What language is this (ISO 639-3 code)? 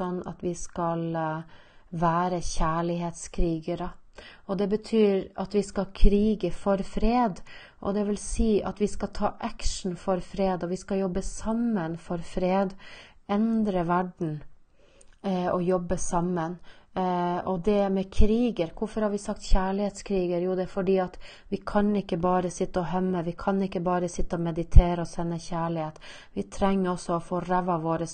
nor